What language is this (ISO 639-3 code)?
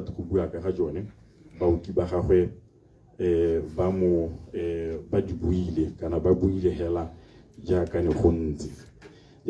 tsn